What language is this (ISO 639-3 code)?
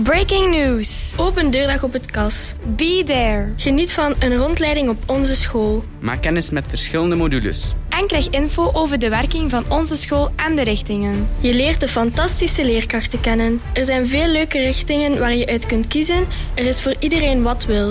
nld